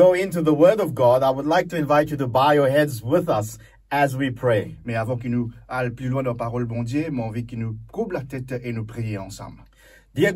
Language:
Morisyen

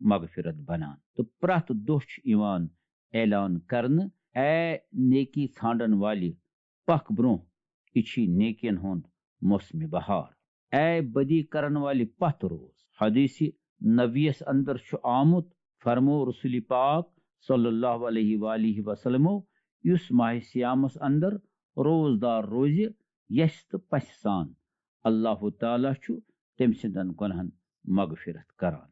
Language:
Kashmiri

